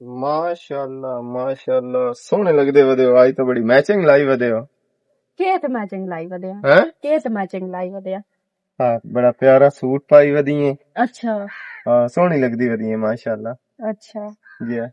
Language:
Western Panjabi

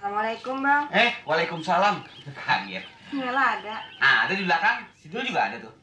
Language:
Betawi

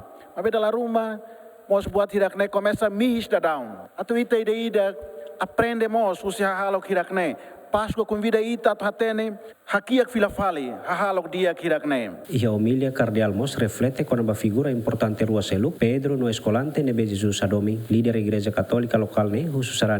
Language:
Tetum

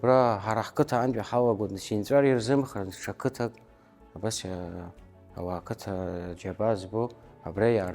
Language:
Abkhazian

